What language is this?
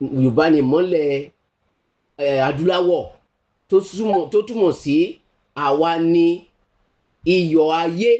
Yoruba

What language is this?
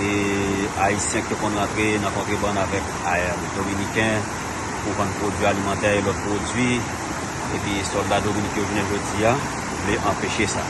Haitian Creole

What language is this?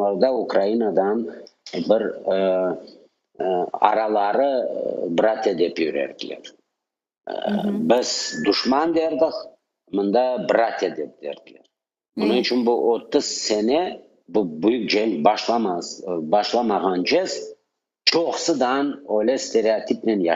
Crimean Tatar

